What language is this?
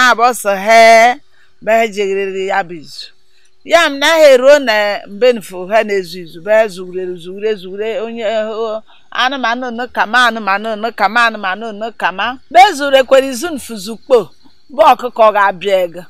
Igbo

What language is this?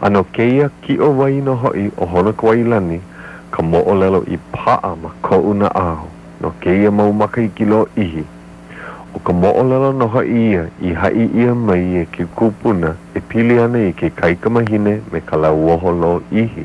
Hawaiian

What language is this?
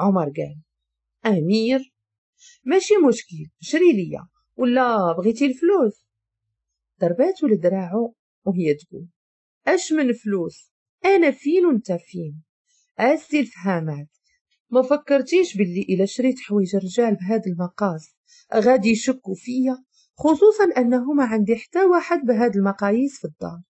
Moroccan Arabic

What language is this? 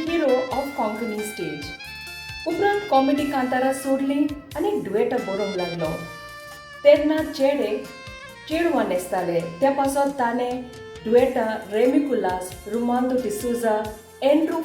Konkani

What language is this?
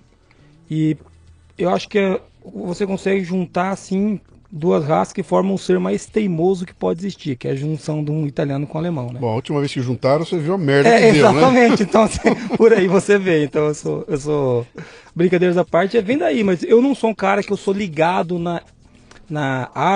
Portuguese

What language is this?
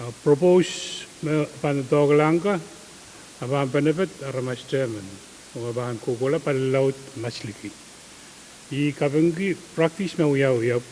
Pohnpeian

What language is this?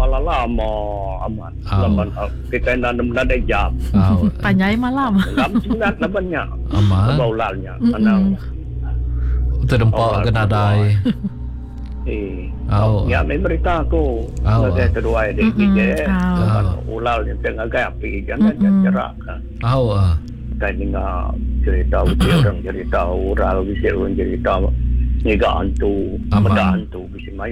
Malay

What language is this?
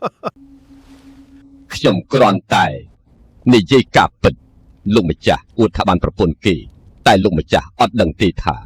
Khmer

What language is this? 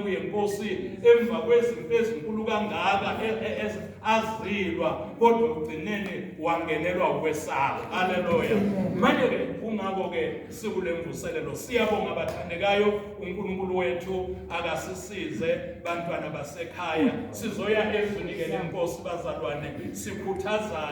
Zulu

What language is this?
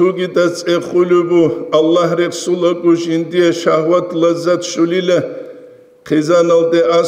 Avaric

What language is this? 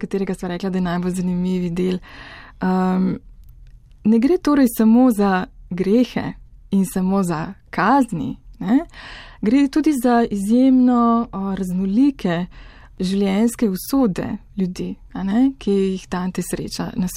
Slovenian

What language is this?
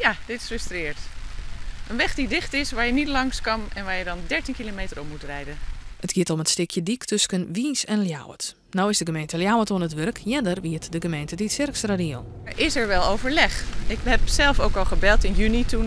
Western Frisian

